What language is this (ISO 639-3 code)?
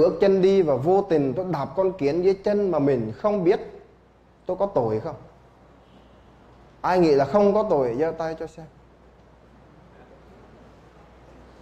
vie